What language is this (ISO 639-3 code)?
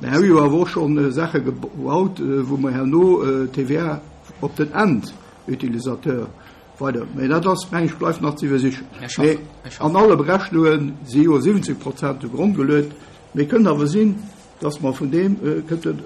ltz